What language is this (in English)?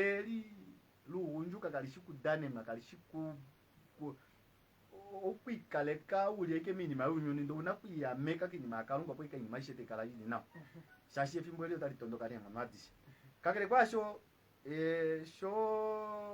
Kuanyama